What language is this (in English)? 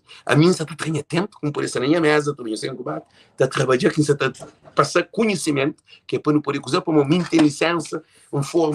Kabuverdianu